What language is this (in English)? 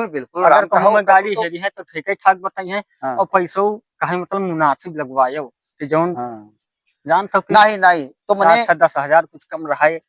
Awadhi